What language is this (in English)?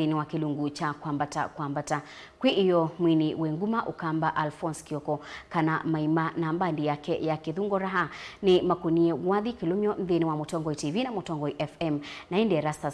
Kamba